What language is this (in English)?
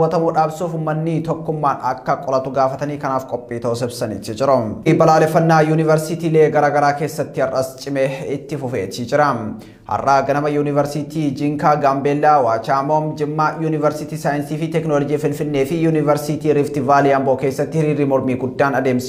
Oromo